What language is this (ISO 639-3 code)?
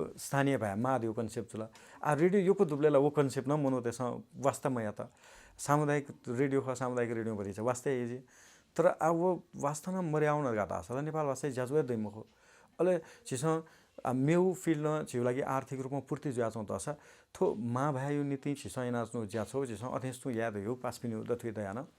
new